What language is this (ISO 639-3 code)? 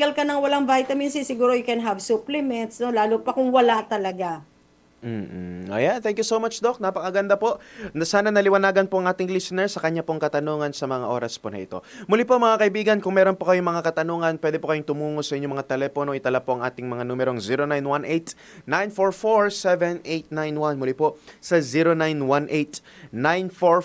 fil